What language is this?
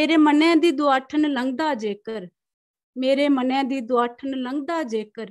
Dogri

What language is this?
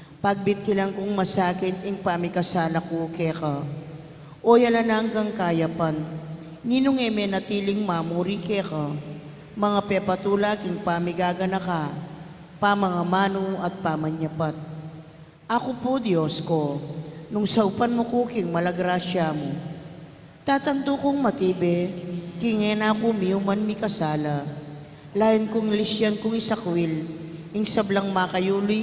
Pampanga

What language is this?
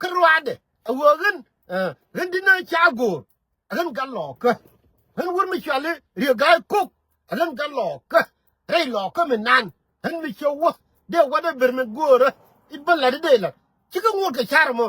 Nuer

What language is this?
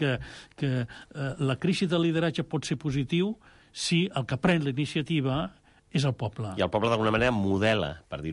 Catalan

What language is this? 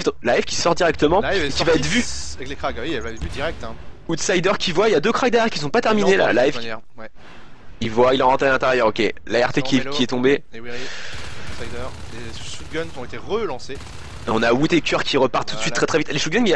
French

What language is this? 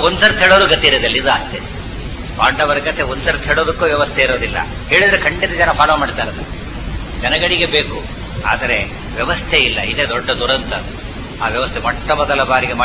Kannada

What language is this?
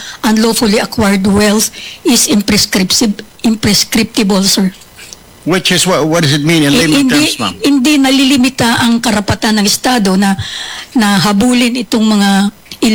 Filipino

